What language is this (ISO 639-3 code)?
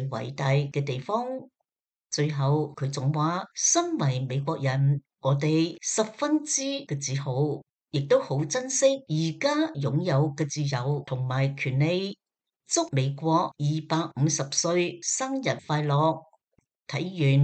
yue